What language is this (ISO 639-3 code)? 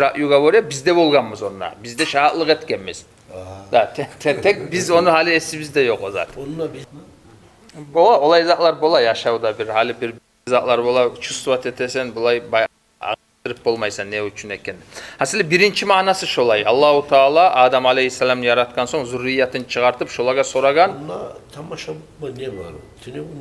kum